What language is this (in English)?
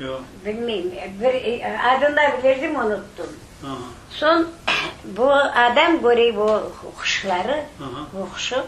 Crimean Tatar